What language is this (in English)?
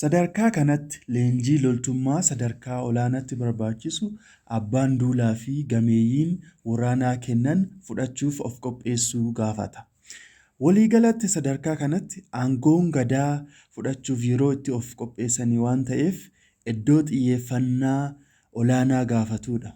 Oromo